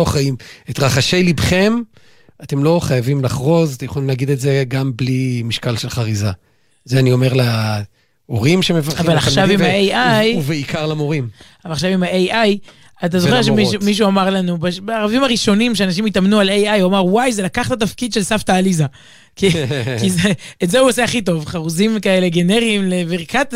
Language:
Hebrew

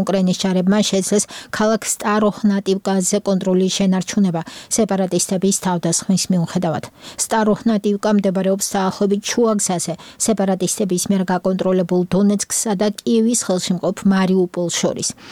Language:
Georgian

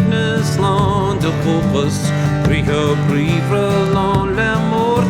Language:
Irish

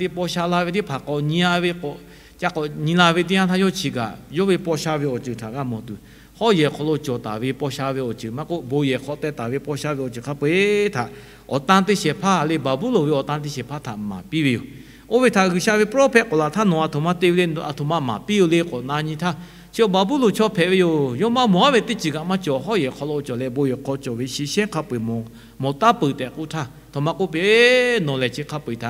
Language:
Lahu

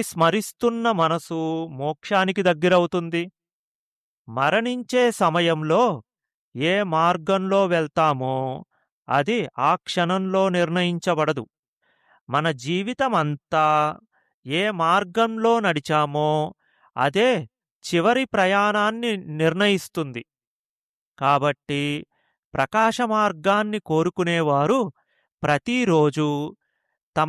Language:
Telugu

